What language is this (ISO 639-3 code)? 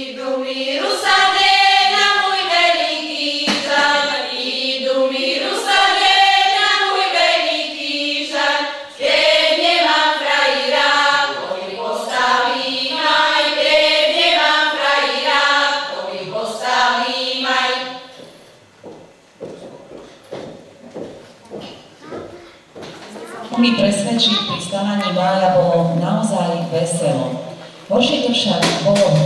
slk